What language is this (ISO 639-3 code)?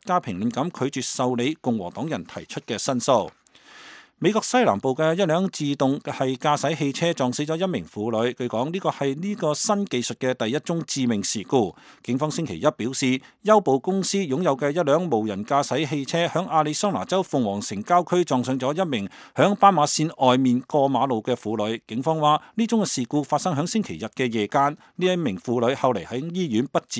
yue